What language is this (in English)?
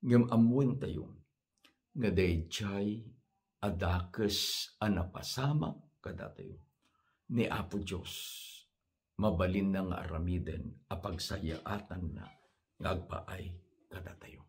Iloko